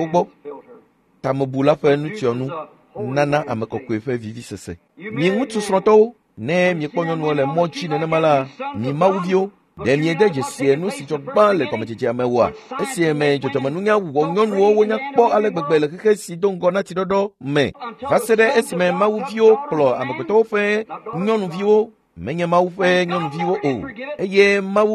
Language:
Ewe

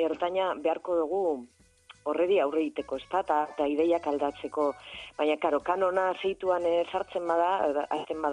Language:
Basque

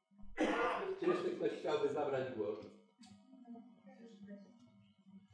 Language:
Polish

